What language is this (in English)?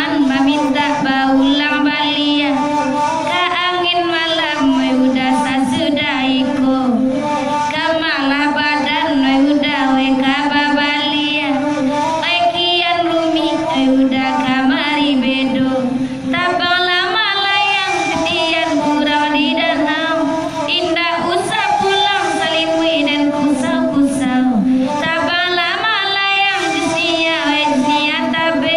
Minangkabau